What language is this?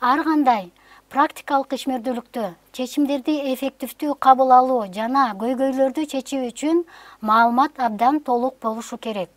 Kyrgyz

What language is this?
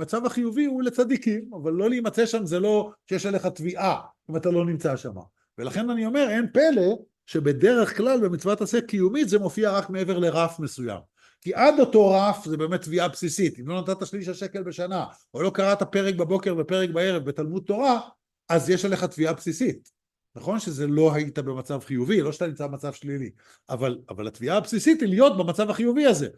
Hebrew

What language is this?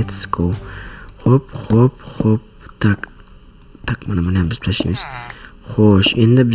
Uzbek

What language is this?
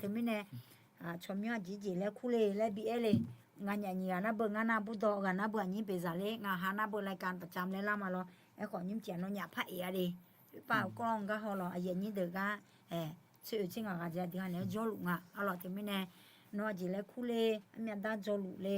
Akha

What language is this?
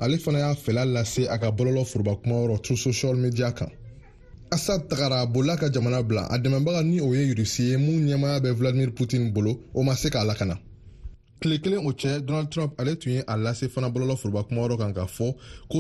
Bambara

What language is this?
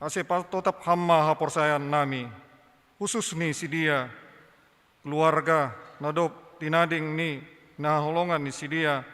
Batak Simalungun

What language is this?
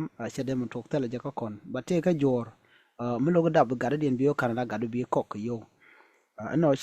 Nuer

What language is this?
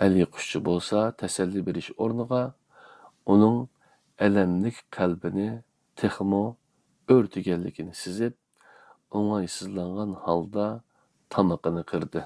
Uyghur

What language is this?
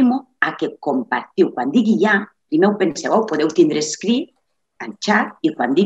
Catalan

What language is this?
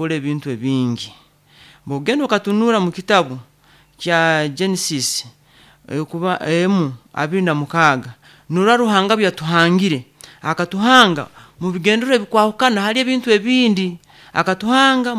Nyoro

